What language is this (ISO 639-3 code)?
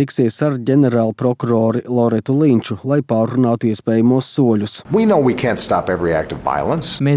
lav